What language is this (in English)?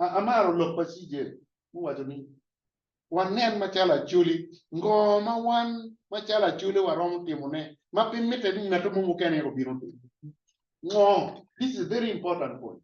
Acoli